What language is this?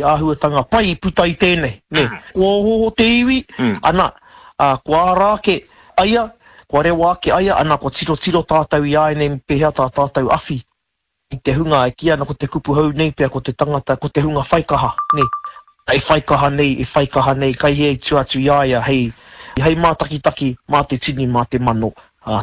Māori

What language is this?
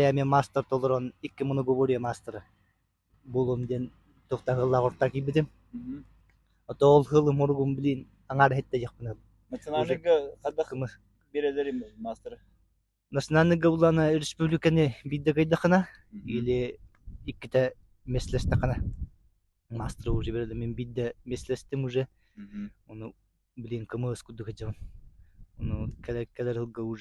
Yakut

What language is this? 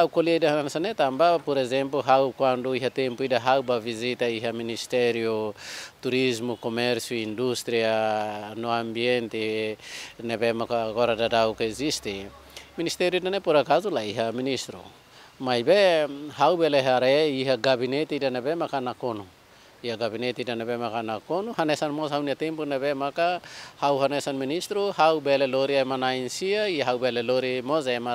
Tetum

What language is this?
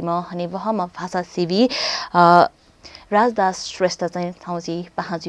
Newari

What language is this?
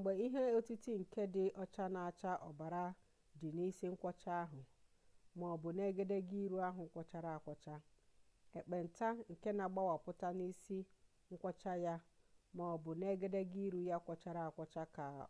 Igbo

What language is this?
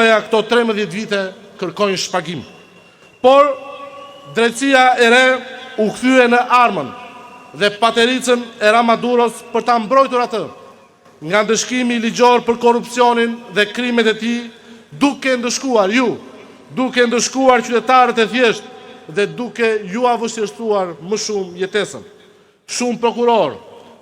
Albanian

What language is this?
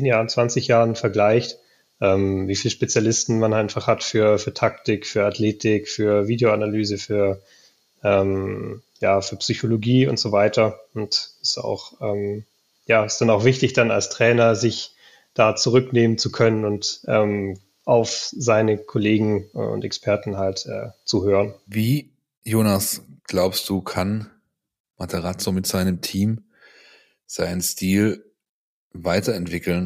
German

